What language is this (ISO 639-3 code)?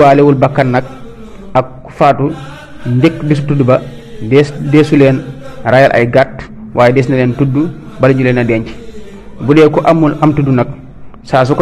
wol